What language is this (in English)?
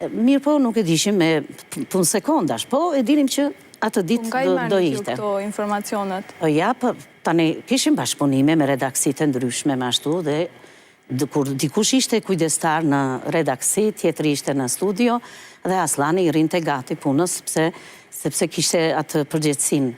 Albanian